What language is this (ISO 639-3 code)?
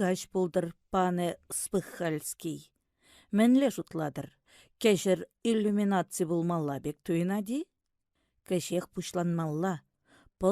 chv